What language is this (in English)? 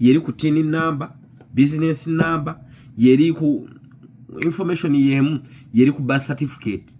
Ganda